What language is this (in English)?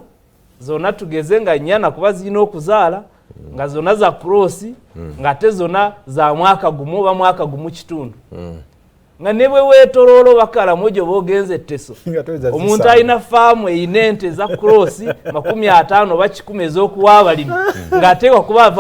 Ganda